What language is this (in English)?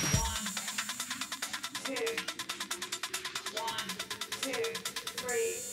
Portuguese